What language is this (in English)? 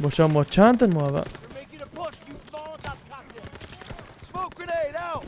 Kurdish